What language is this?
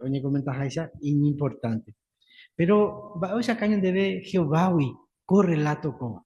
Guarani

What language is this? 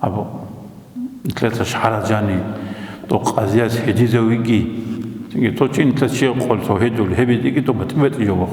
Avaric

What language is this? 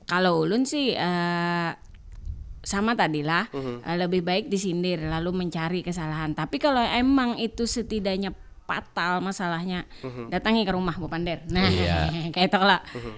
Banjar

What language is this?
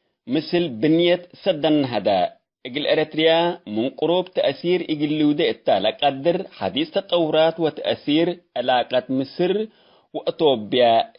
Tigre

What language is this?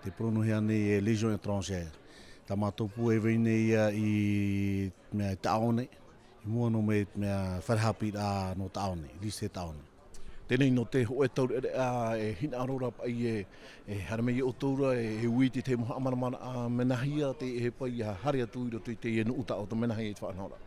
Tahitian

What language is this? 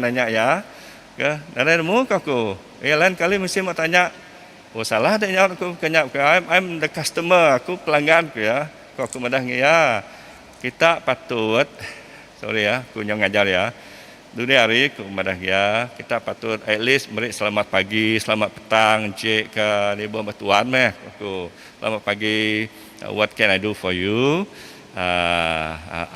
Iban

